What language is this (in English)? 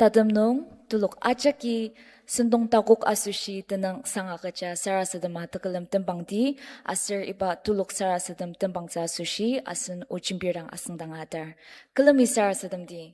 Ao Naga